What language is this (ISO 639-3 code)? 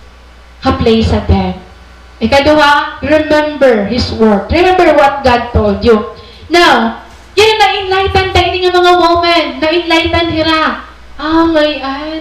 war